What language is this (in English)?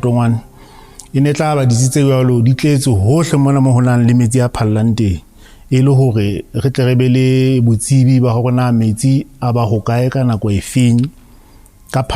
Southern Sotho